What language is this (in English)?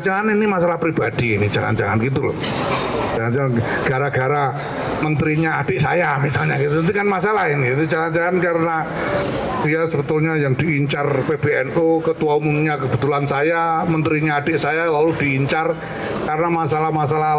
Indonesian